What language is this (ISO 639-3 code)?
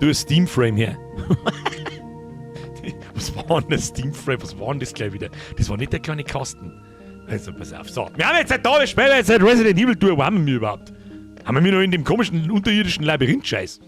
bar